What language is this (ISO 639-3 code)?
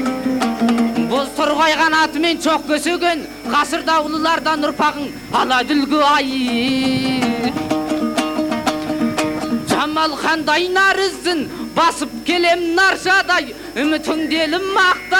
kaz